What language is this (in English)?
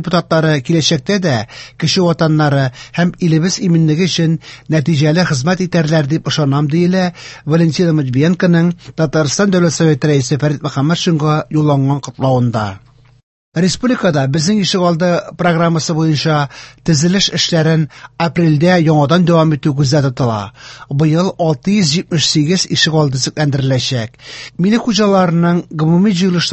Tatar